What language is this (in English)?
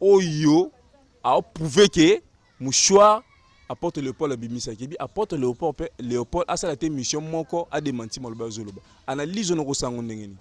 Lingala